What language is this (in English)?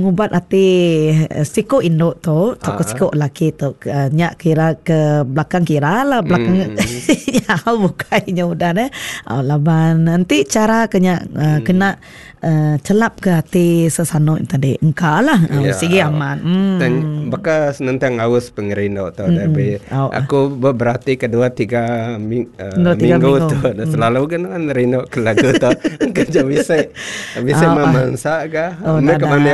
Iban